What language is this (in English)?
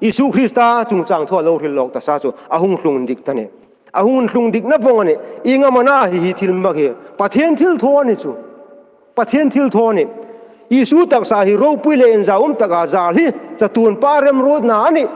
Hmar